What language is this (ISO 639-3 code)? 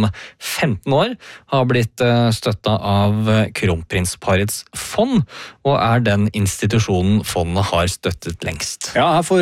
nor